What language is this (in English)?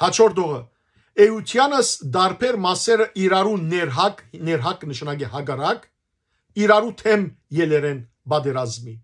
Western Armenian